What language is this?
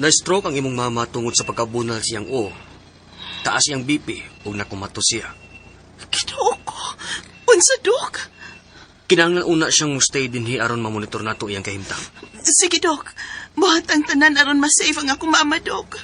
Cebuano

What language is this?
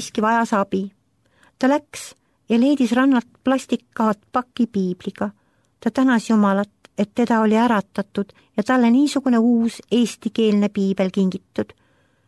Estonian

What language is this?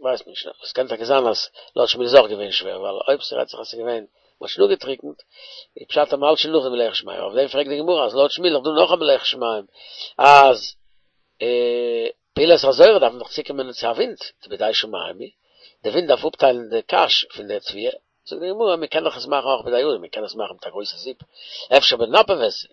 Yiddish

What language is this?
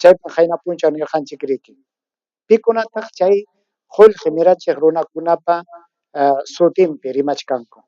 Ayacucho Quechua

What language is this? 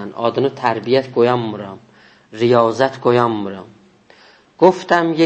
South Azerbaijani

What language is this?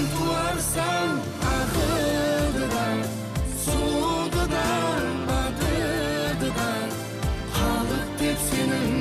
Kara-Kalpak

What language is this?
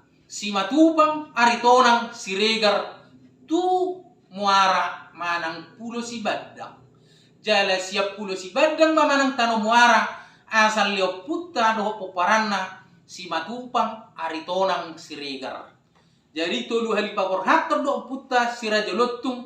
Batak Toba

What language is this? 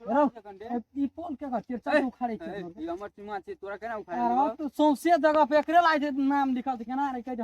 Maithili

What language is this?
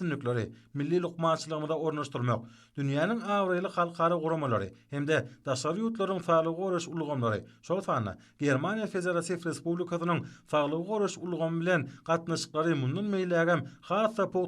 Turkmen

